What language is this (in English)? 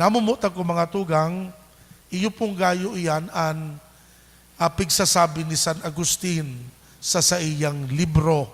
Bikol